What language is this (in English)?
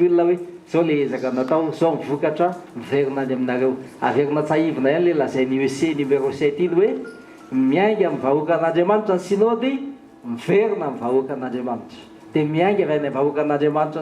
Malagasy